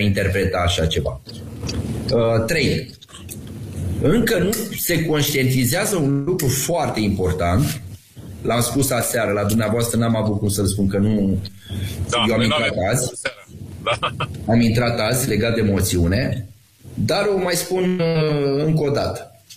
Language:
Romanian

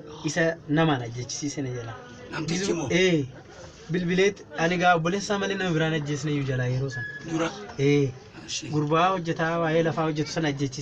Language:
Oromo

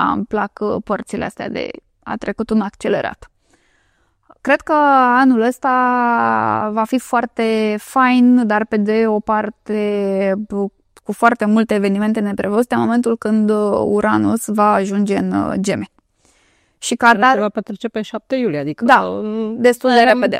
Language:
Romanian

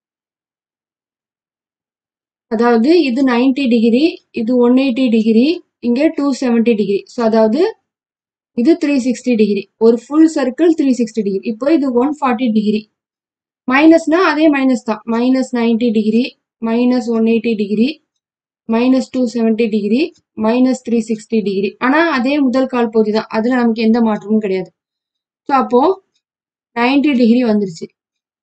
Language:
Tamil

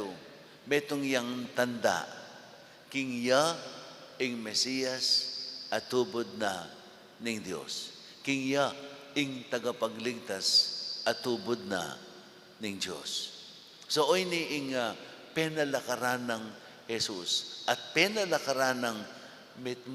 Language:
Pampanga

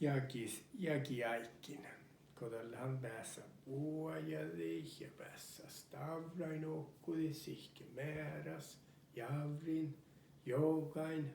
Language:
Northern Sami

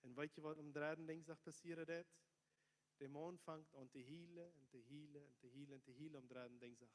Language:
Plautdietsch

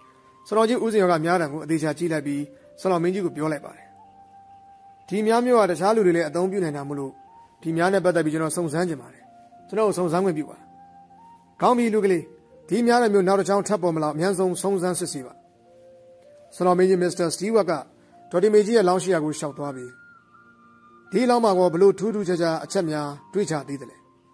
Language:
Burmese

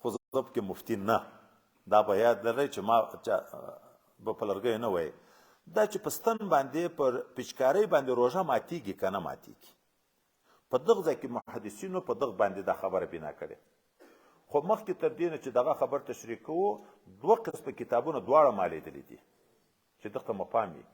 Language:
Pashto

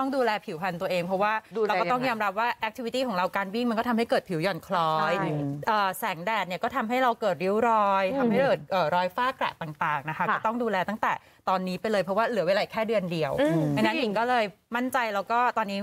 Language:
Thai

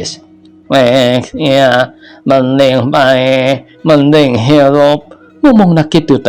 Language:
Sundanese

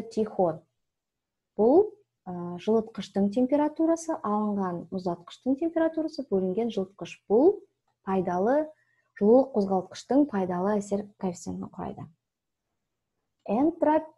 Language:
Kazakh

